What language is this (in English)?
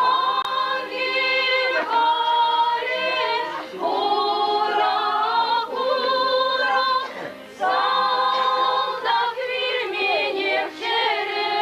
Chuvash